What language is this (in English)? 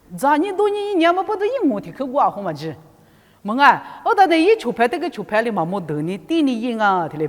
Lisu